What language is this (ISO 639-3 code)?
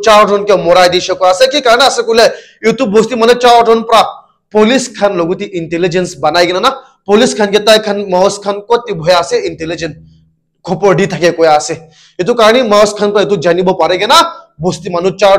nag